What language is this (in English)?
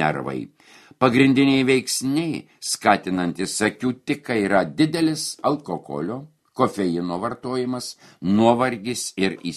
Lithuanian